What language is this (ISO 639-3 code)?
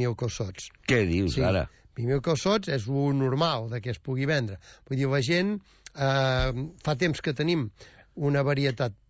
cat